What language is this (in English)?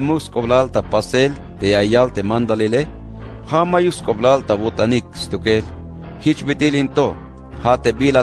Tzeltal